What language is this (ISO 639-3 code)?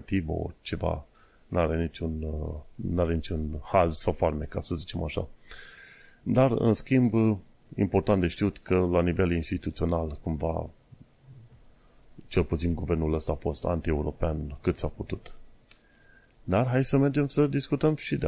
ron